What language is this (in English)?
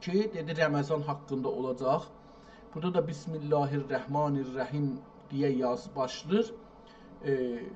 South Azerbaijani